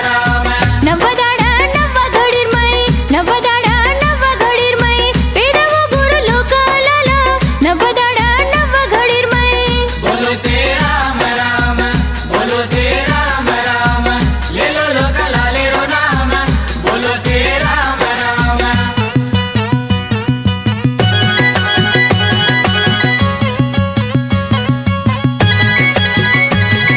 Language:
Lambadi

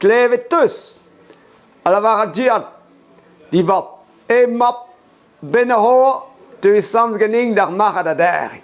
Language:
Breton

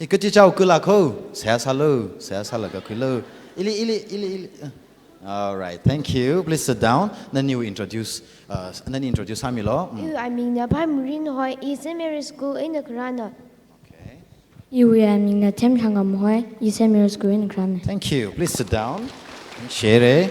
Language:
Tangkhul Naga (India)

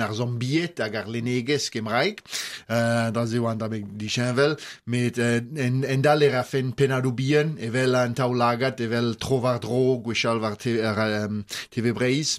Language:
Breton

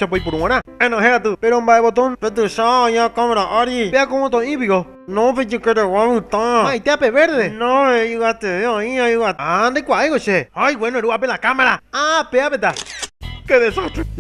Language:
Guarani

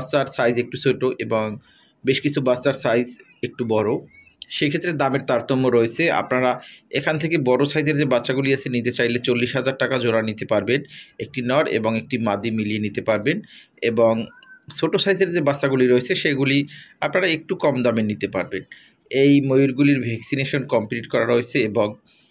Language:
Bangla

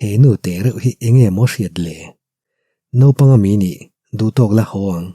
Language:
Mizo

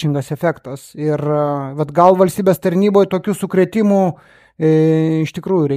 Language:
Lithuanian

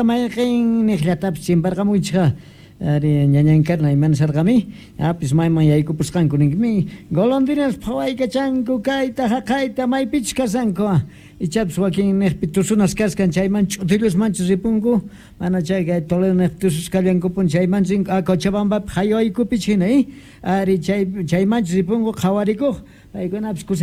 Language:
South Bolivian Quechua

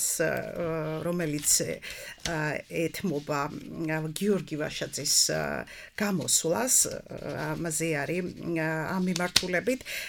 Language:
Georgian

